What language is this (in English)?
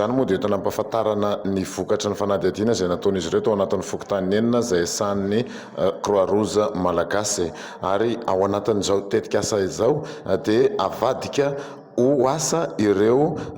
Malagasy